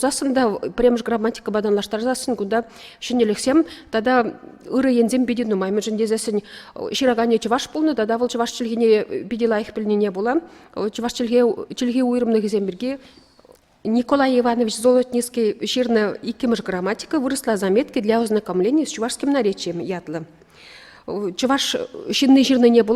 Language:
Chuvash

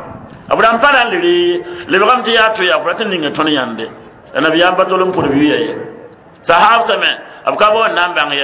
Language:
Mossi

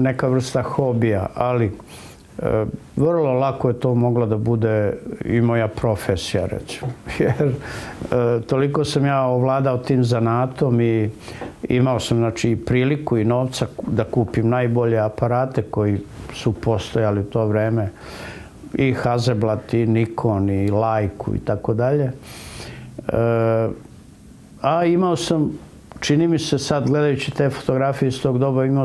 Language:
Serbian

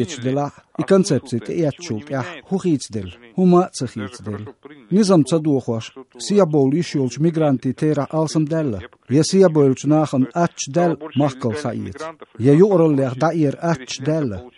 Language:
Chechen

